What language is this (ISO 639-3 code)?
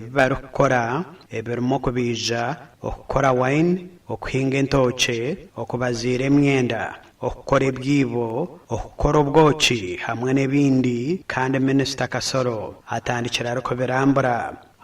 nyn